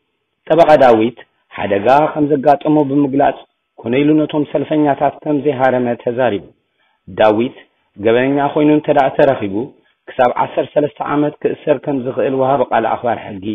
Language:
Tigrinya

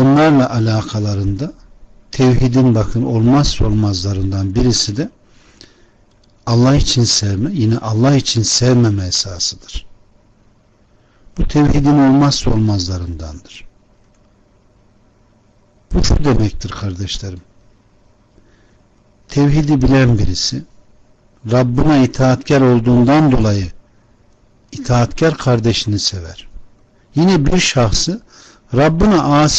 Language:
Turkish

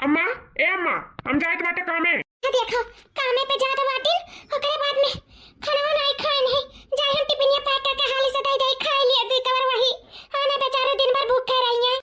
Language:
Awadhi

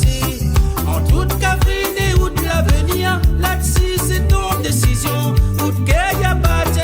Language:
Réunion Creole French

